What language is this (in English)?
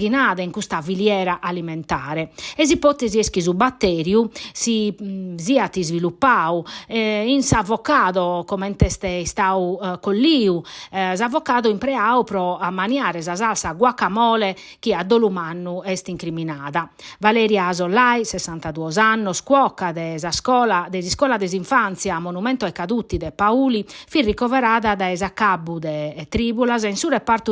Sardinian